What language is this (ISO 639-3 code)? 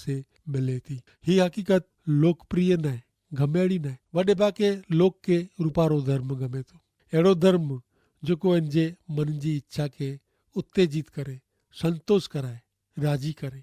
kfr